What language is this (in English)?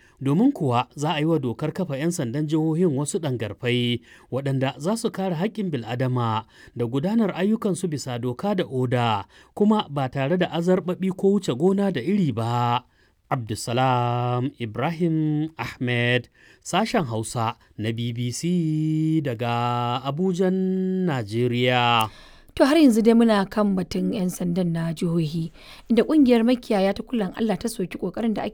Hausa